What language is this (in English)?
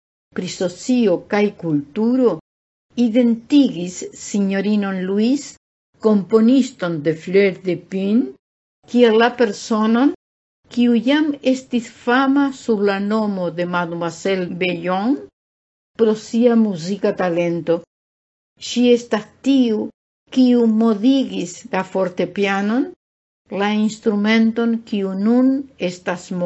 Esperanto